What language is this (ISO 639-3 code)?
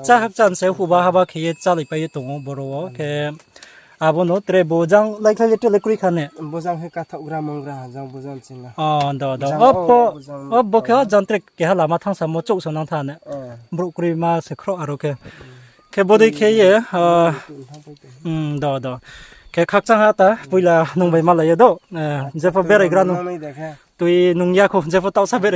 ria